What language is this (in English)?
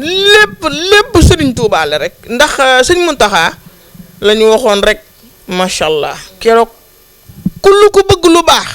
Wolof